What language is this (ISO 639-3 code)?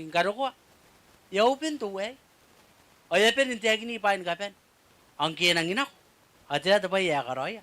gil